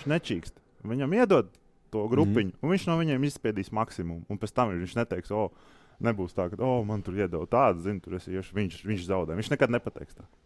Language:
Latvian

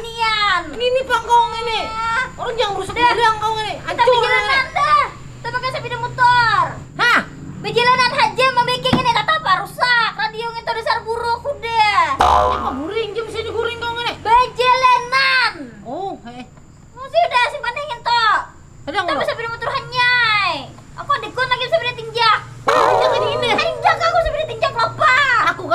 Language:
Banjar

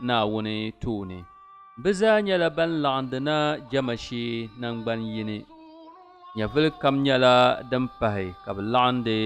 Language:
Dagbani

